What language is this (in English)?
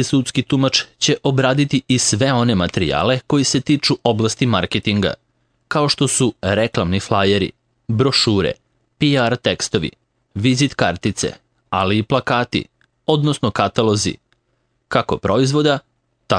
Serbian